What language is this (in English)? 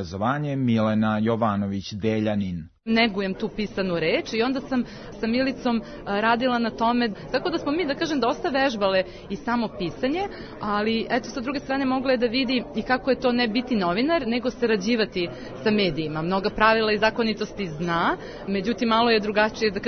Serbian